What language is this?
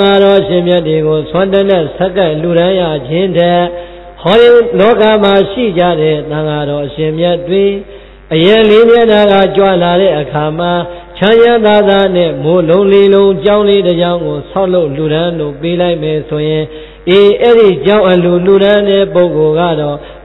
Burmese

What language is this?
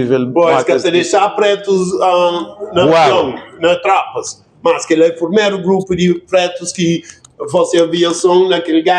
Kabuverdianu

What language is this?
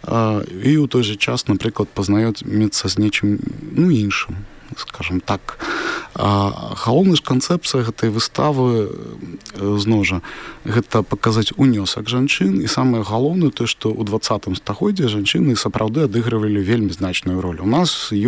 Belarusian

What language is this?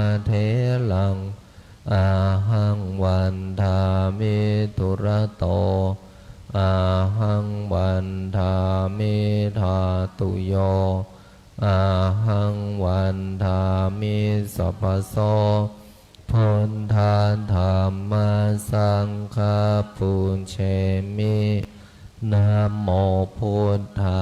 Pali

